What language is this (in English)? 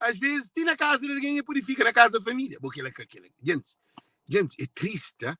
Kabuverdianu